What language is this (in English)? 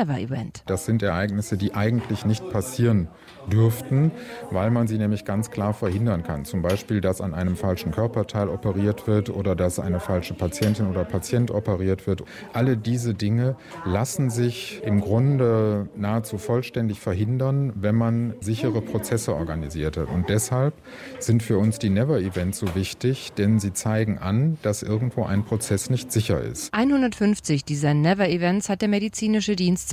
German